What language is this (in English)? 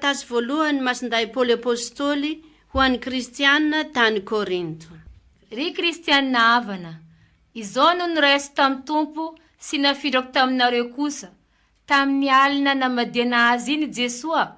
Malagasy